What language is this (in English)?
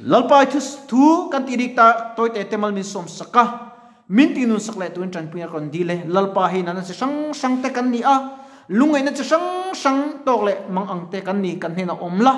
Mizo